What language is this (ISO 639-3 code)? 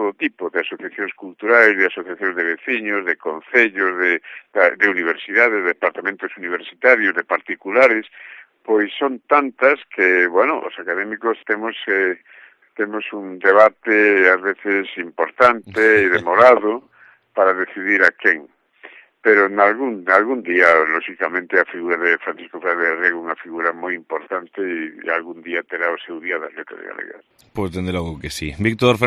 glg